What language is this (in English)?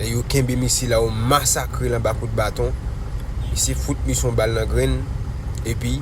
Haitian Creole